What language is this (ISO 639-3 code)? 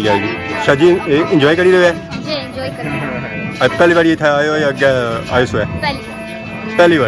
phr